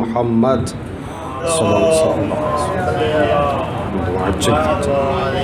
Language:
Urdu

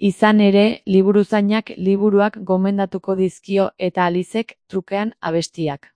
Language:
Basque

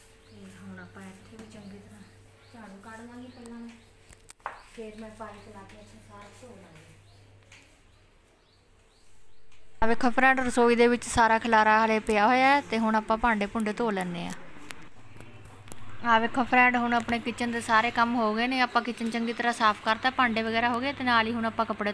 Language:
Punjabi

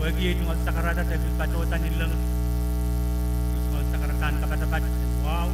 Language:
Pohnpeian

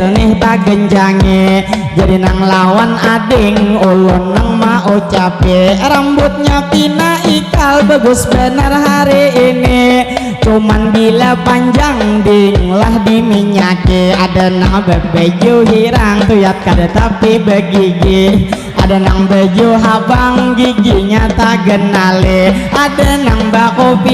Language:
Banjar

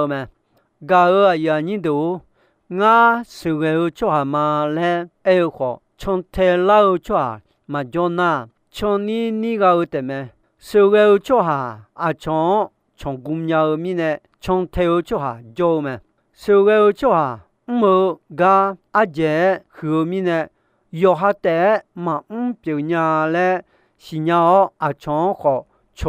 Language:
Akha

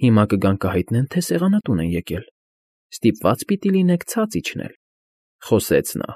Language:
Armenian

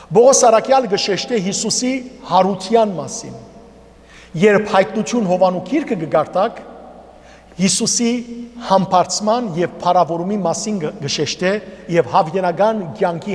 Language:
Western Armenian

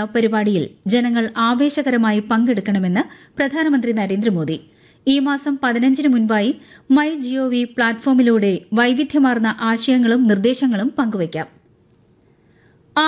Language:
Malayalam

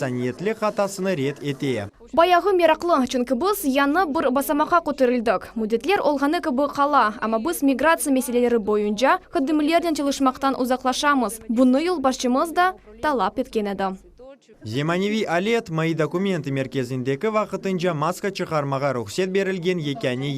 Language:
Crimean Tatar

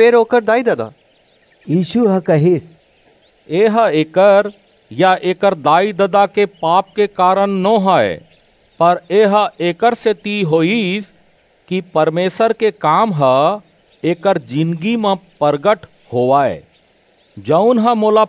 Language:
Chhattisgarhi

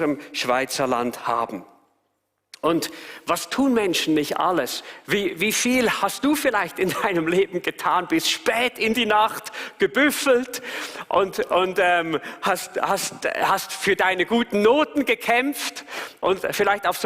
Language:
Swiss German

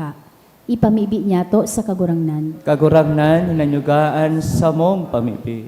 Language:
Bikol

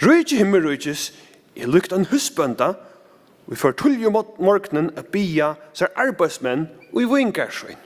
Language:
Faroese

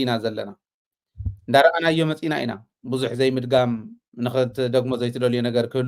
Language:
Tigrinya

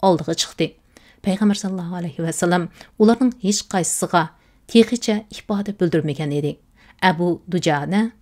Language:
Uyghur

